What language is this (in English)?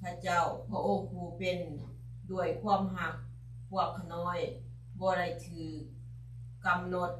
Lao